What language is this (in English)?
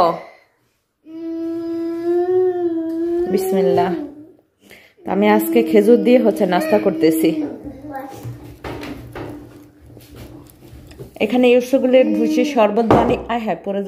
Bangla